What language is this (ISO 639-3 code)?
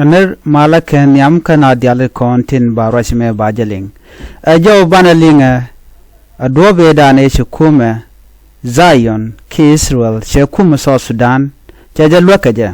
nus